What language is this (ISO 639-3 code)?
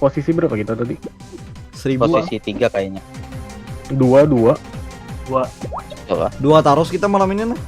bjn